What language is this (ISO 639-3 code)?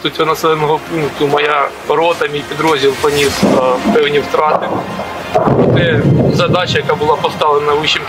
ukr